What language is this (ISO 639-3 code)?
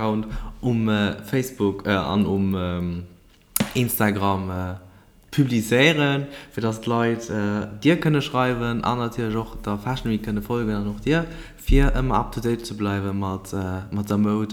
ltz